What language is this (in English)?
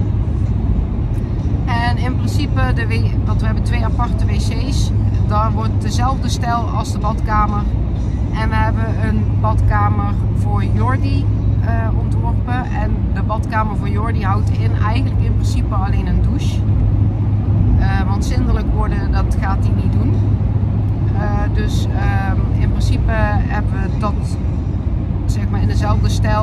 Dutch